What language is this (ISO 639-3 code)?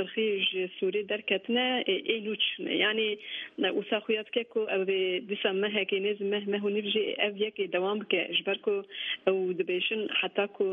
kur